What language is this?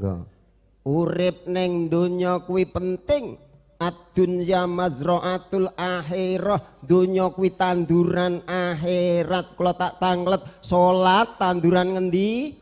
Javanese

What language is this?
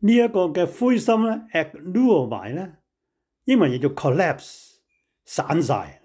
Cantonese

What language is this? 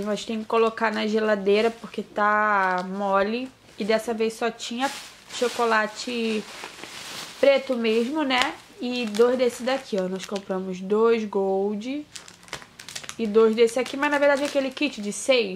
Portuguese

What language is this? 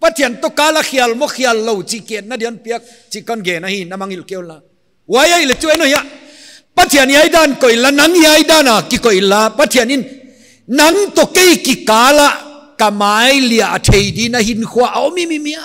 Paite Chin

